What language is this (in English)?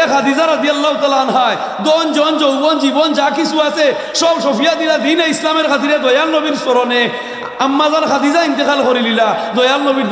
Sylheti